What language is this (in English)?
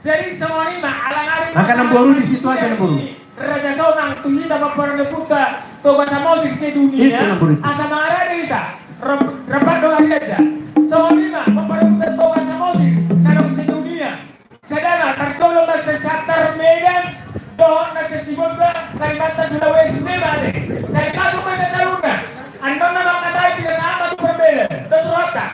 Batak Toba